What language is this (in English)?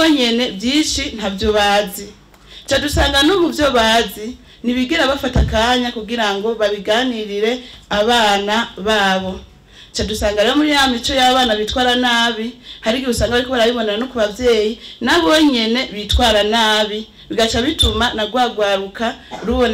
Rundi